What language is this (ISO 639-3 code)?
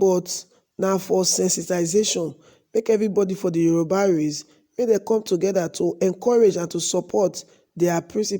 pcm